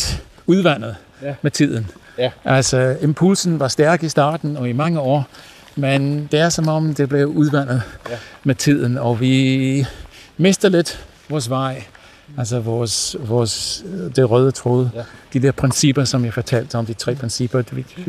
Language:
Danish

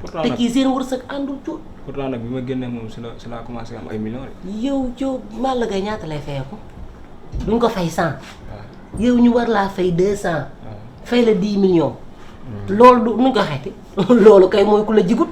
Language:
Wolof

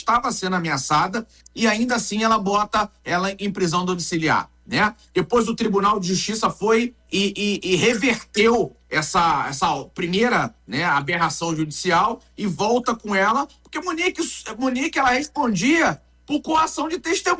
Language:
Portuguese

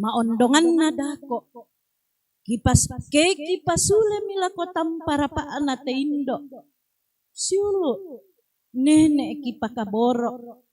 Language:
Toraja-Sa'dan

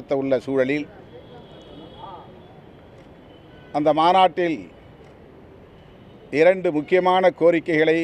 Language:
Tamil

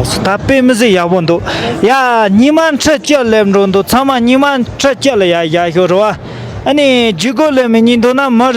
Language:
Tibetan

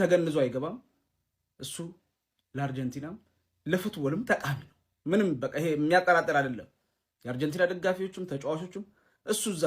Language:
Amharic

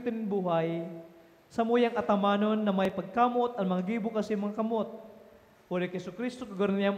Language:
Bikol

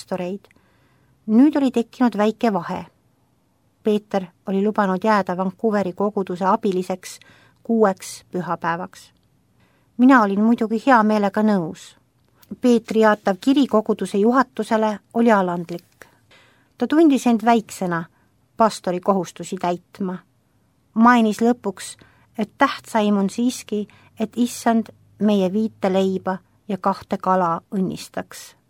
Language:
Estonian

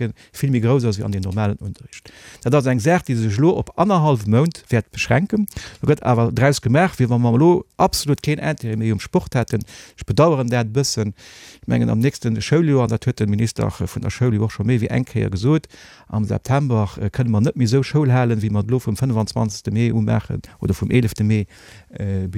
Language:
Luxembourgish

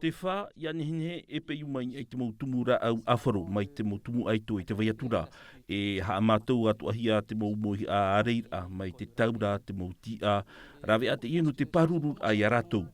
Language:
Tahitian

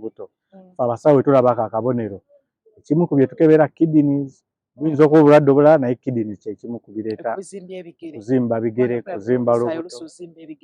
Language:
Ganda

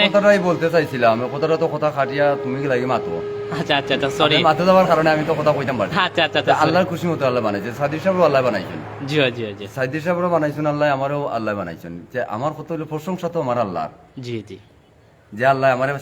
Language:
Sylheti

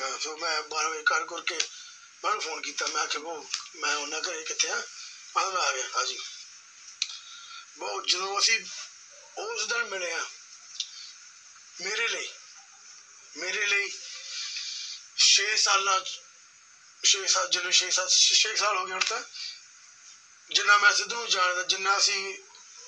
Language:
Punjabi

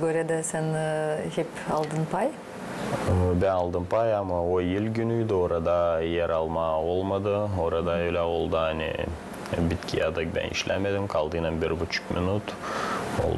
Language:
Gagauz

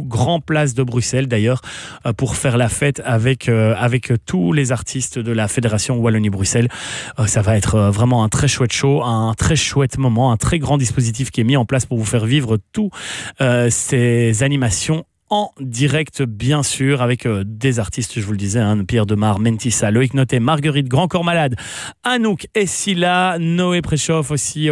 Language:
French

